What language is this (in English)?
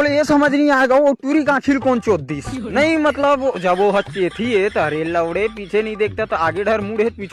Chhattisgarhi